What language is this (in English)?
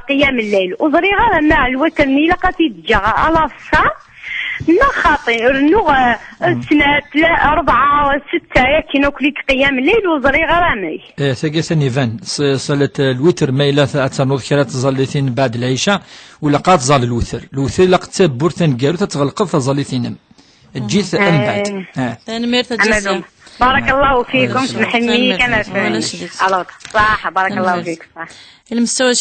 Kabyle